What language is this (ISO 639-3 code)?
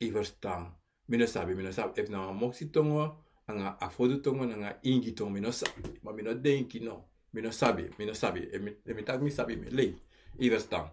srn